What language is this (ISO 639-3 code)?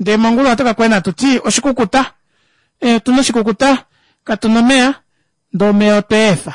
kua